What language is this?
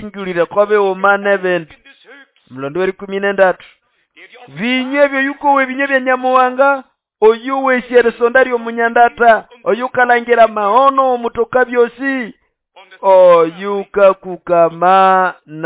Nande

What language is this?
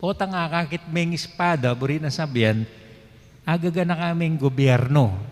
Pampanga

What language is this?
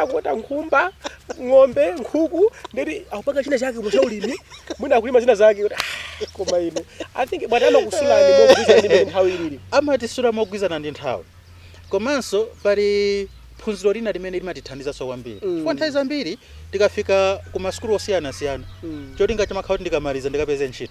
Nyanja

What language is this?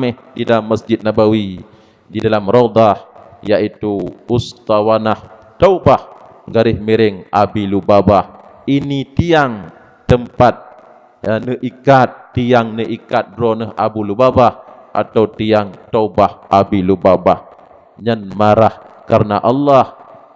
Achinese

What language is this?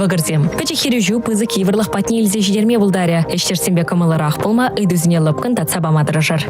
Chuvash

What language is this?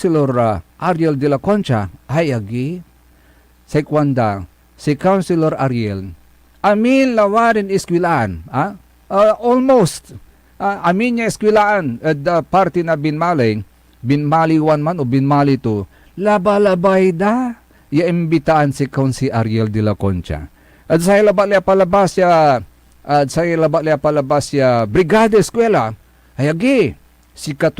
Pangasinan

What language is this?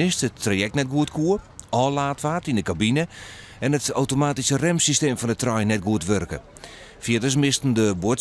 Western Frisian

